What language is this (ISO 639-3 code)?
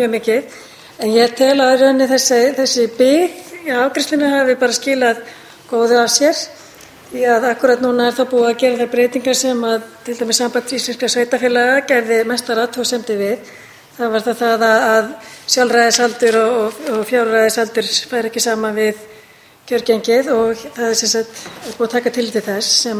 isl